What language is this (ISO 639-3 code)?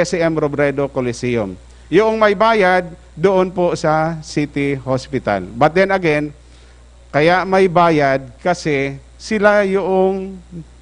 bik